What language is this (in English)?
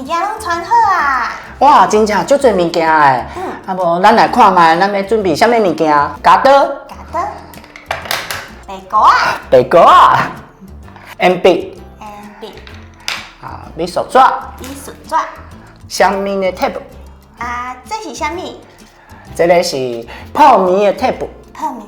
Min Nan Chinese